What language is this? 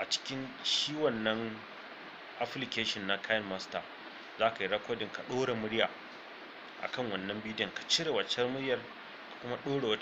Hausa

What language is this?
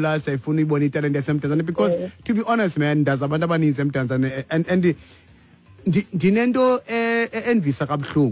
Xhosa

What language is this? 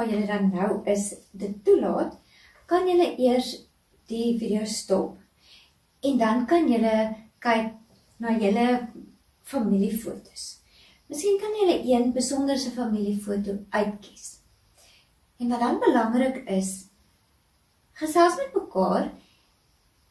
Afrikaans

